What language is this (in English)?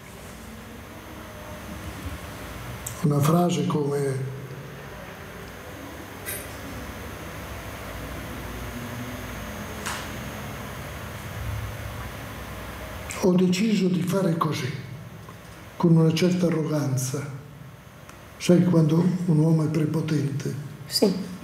Italian